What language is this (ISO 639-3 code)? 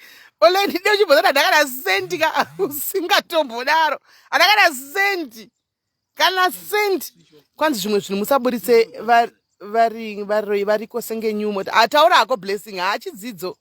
sna